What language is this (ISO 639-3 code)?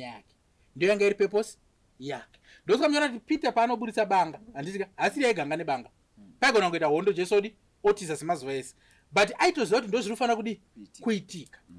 sna